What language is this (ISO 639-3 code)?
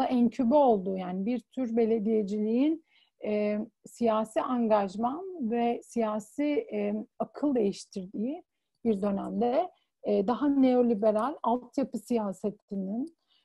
tur